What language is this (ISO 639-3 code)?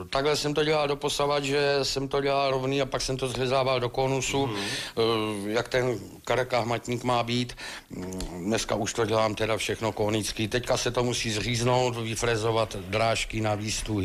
ces